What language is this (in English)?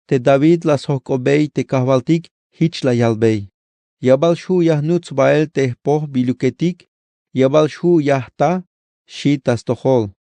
Tzeltal